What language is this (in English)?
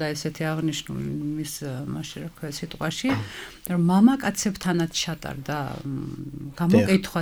Georgian